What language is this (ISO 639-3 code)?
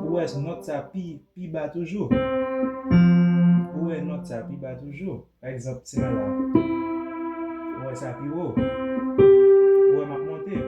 hat